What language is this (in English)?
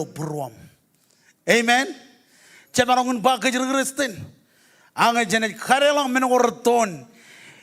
Marshallese